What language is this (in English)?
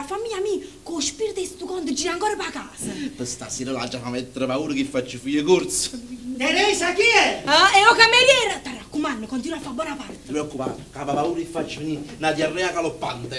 Neapolitan